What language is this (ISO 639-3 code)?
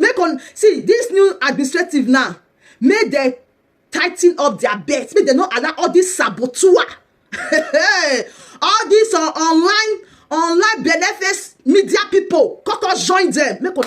pcm